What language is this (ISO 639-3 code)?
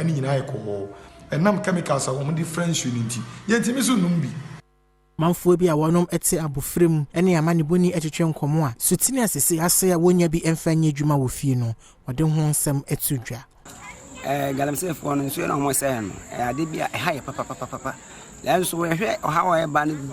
aka